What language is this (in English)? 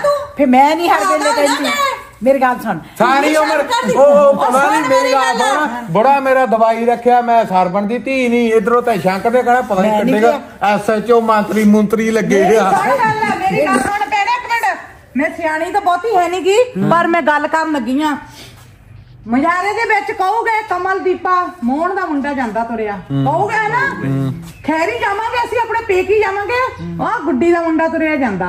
Punjabi